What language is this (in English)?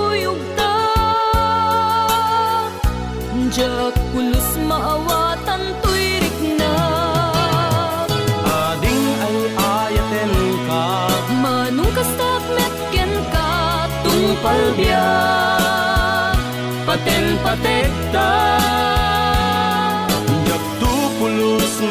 Iloko